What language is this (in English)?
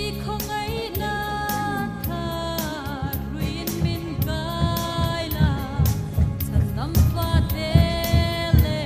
Hmar